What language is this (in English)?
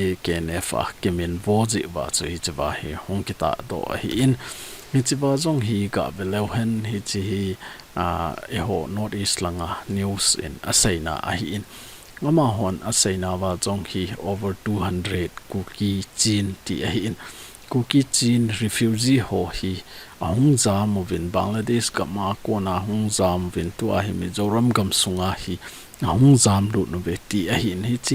Thado Chin